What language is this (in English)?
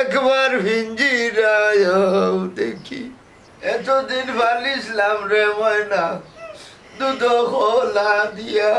Sylheti